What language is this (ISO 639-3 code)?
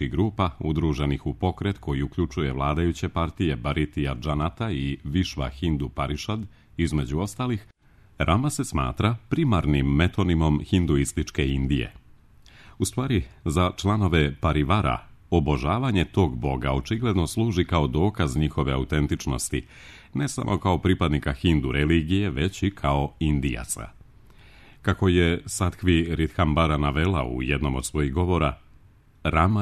srp